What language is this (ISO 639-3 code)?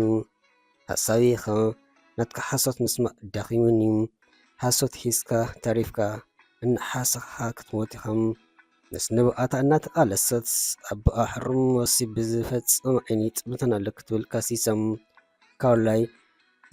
tir